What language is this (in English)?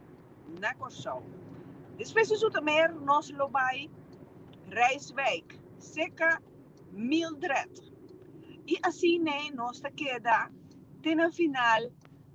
Papiamento